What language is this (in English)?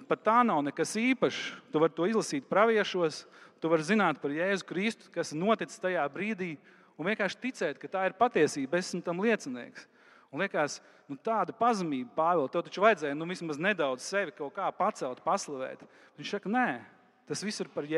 Latvian